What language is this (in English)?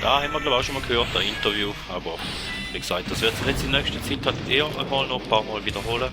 Swiss German